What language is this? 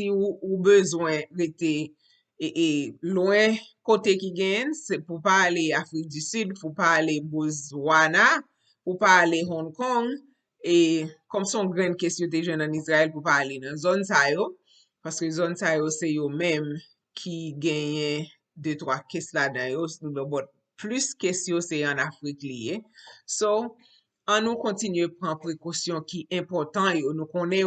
Haitian Creole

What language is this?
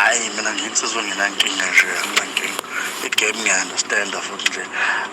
Zulu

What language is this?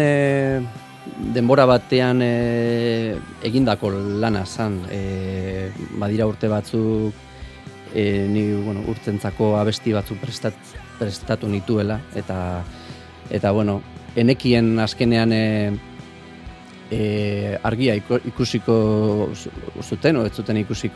Basque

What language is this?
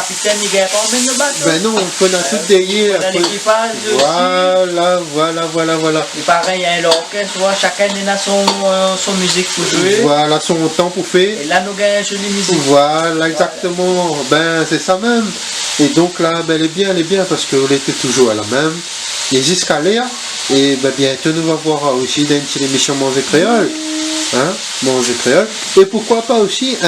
Réunion Creole French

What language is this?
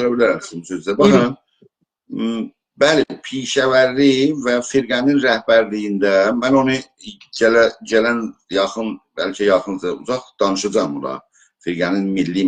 South Azerbaijani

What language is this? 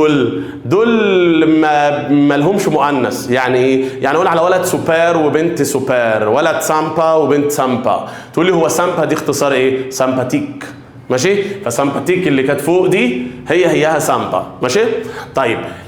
Egyptian Arabic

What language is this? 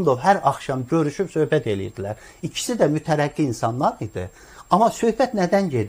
Azerbaijani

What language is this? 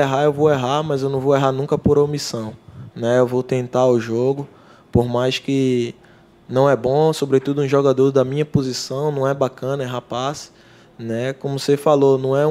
Portuguese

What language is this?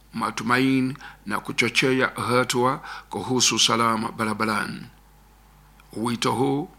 Swahili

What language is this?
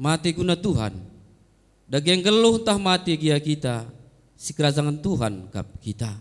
Batak Karo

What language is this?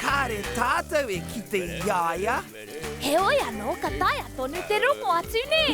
Māori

